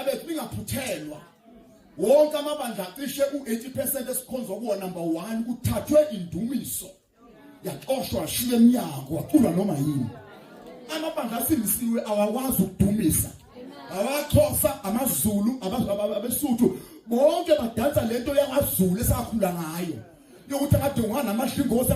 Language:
Zulu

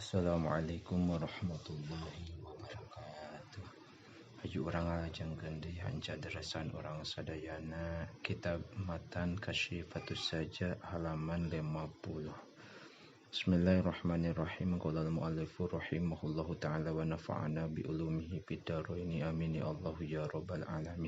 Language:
Sundanese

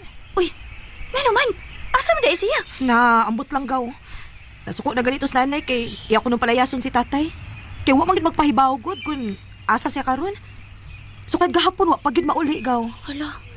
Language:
Cebuano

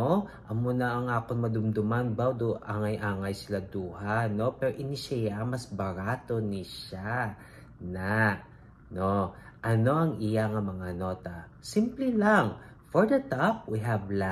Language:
Hiligaynon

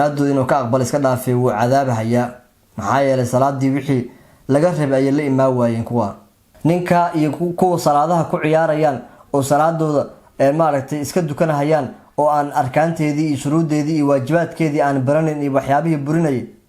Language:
Somali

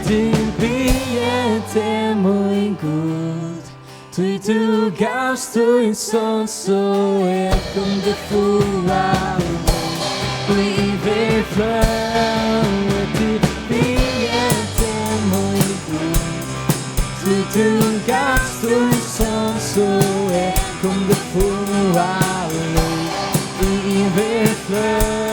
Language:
Faroese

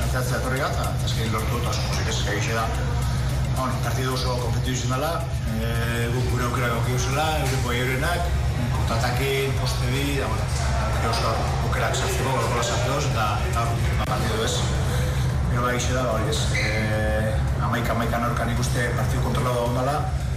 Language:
Basque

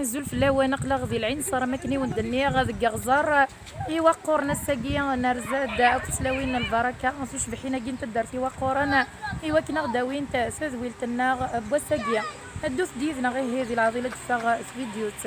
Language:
Kabyle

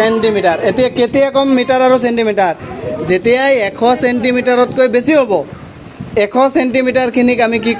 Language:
Assamese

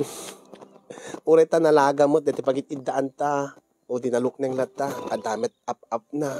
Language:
Iloko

